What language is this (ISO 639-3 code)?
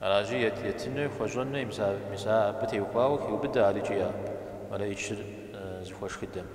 kbd